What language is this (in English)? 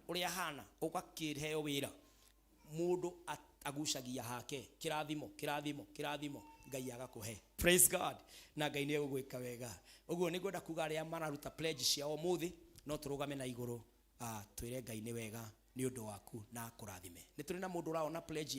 Kikuyu